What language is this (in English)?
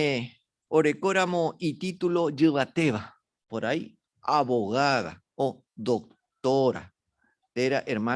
Guarani